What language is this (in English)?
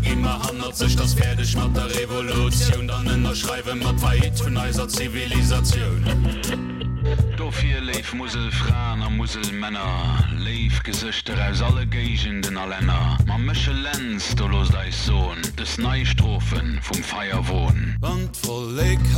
Luxembourgish